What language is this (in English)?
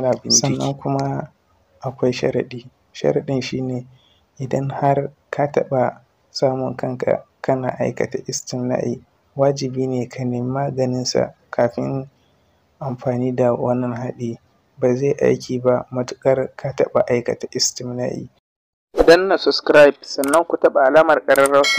Hausa